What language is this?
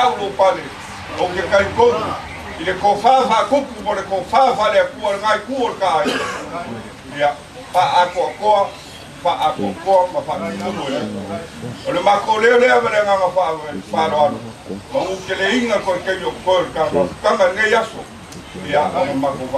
Samoan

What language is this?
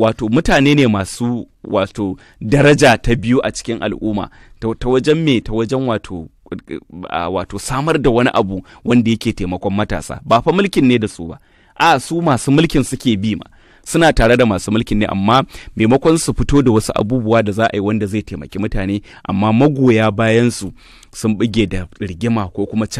Hausa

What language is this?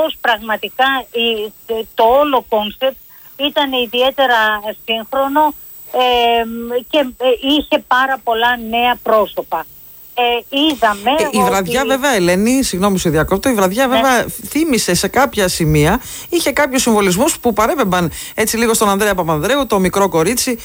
Greek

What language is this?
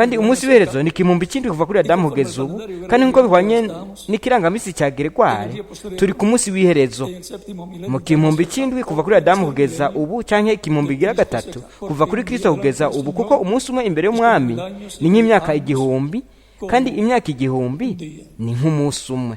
Rundi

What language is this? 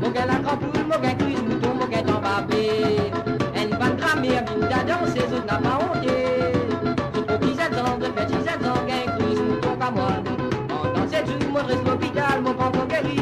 Morisyen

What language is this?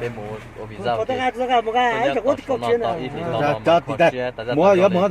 Hmong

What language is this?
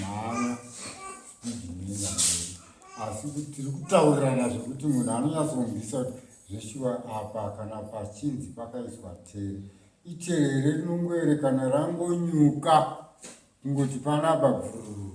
Shona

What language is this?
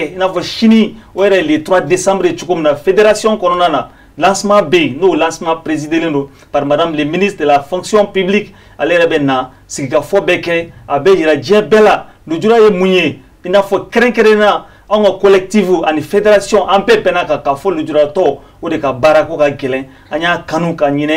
Bambara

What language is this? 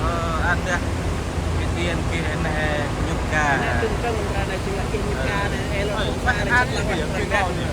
Central Mnong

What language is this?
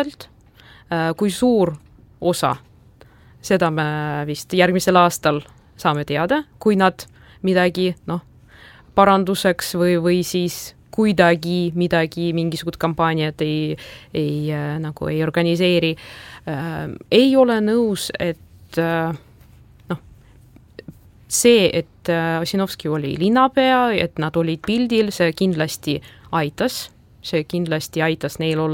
Estonian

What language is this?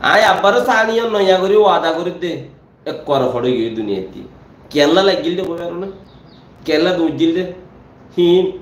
Rohingya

